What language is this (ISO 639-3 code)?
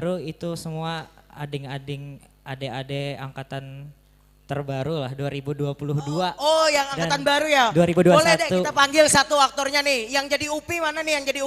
bjn